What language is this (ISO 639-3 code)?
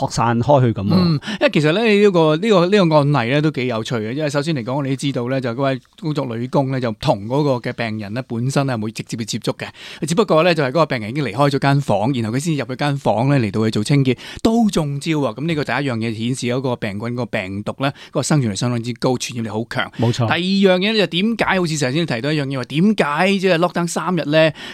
yue